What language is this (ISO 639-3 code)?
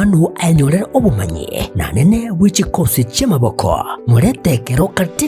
guz